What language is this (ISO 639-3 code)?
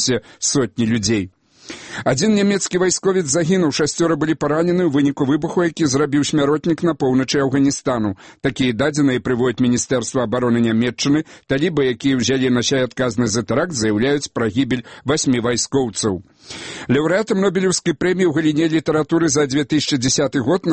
bel